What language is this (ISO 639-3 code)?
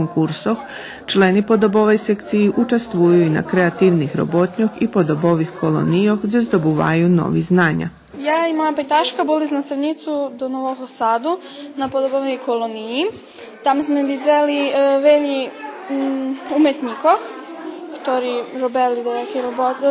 rue